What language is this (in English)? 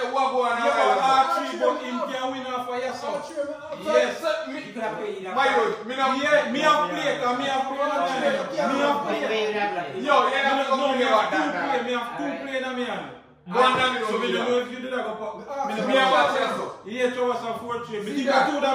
Jamaican Creole English